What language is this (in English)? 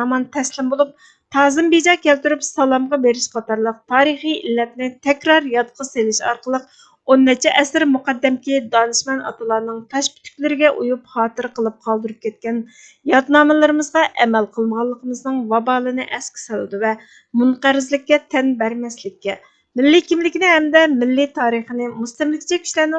Uyghur